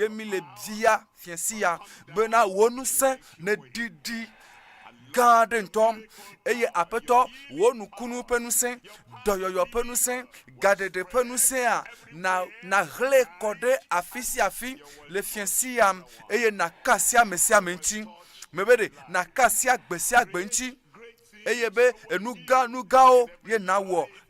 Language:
Ewe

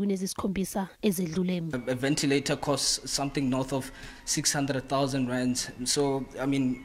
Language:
Zulu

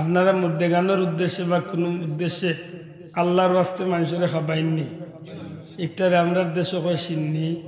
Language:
Sylheti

